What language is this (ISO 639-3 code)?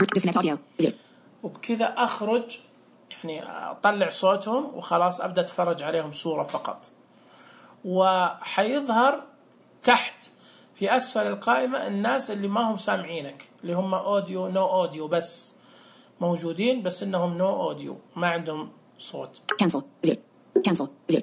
ars